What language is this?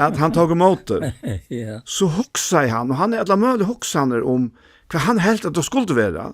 Faroese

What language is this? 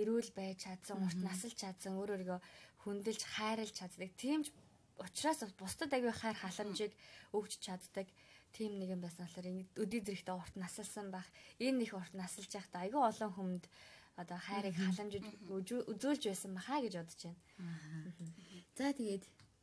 Mongolian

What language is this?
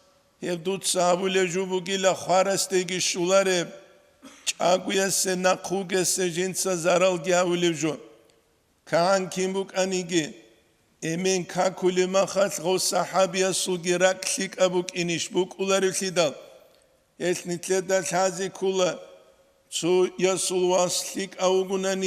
Avaric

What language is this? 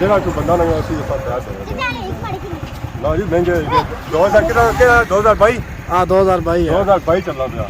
Pahari-Potwari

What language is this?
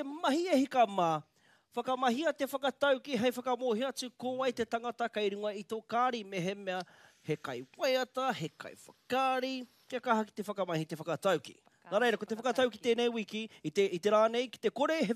Māori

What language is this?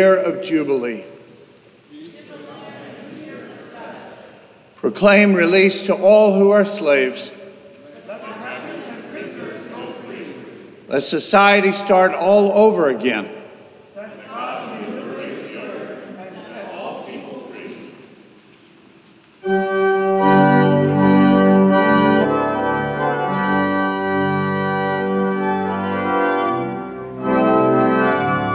English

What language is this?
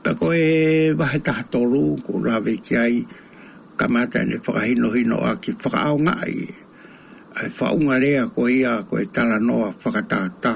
Tongan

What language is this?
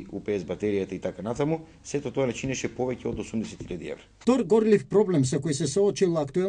Macedonian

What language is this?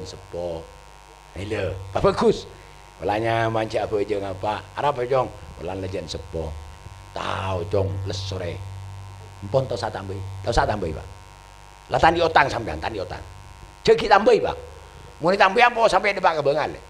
Madurese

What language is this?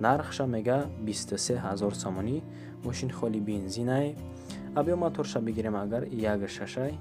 Tajik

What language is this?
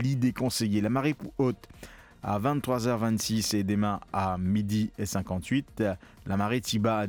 Morisyen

